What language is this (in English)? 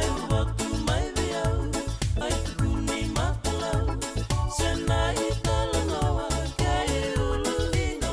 Fijian